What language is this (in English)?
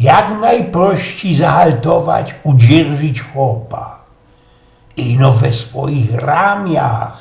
Silesian